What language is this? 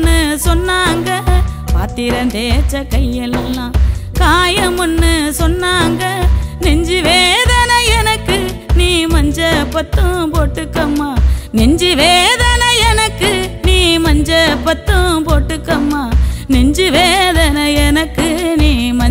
Tamil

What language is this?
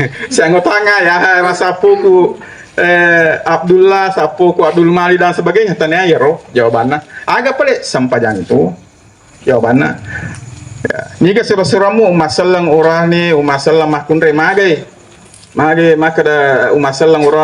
Buginese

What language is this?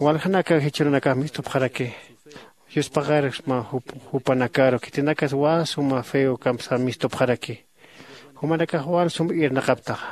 Aymara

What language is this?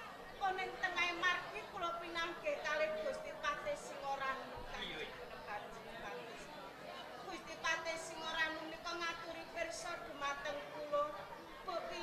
Javanese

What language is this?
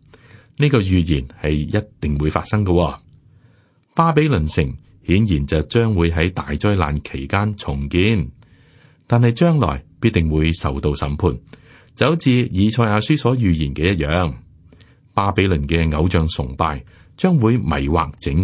Cantonese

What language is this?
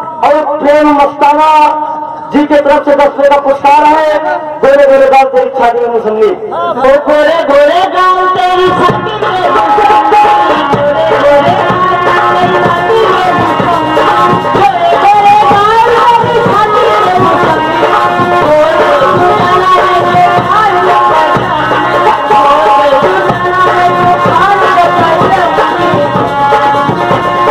Bhojpuri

